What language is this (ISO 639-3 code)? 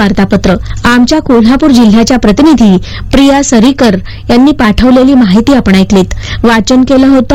mar